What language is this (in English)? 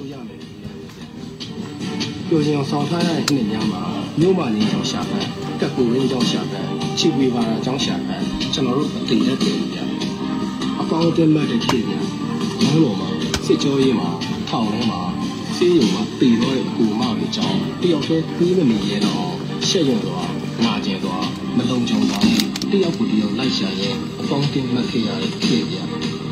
Burmese